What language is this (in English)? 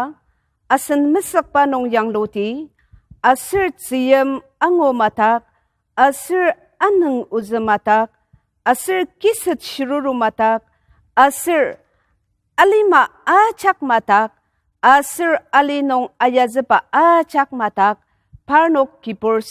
Ao Naga